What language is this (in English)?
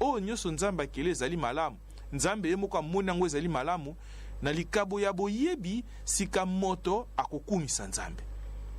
Lingala